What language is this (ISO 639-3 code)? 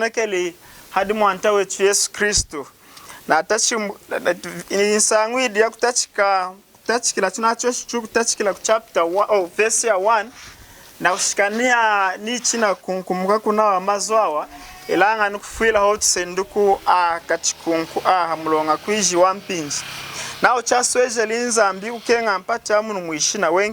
lun